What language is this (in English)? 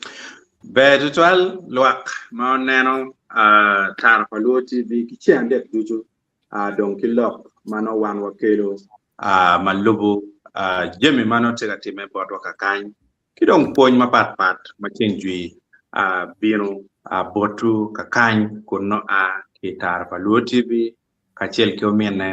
Acoli